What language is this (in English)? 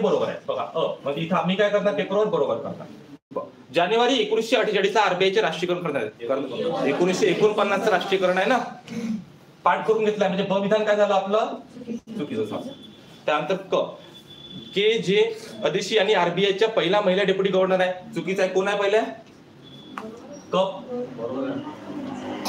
Marathi